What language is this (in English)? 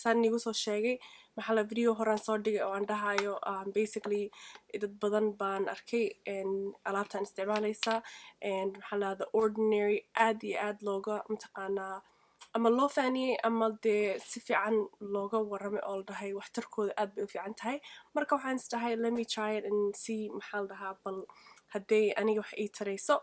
Somali